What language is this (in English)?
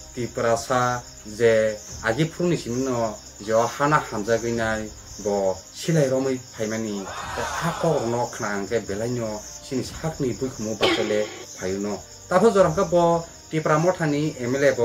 Kok Borok